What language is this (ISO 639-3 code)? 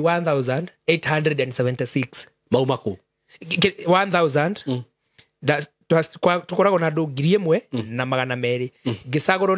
kik